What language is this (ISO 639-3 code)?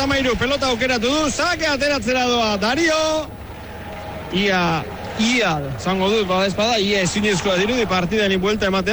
eus